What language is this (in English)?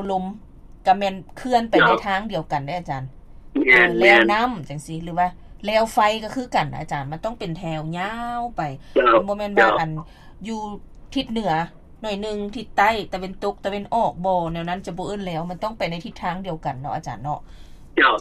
Lao